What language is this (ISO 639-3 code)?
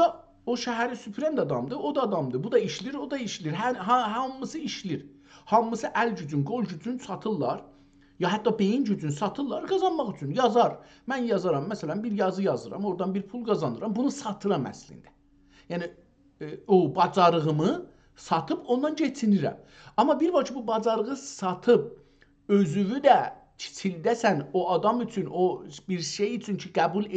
azb